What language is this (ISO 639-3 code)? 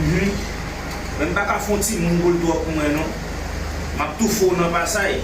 hat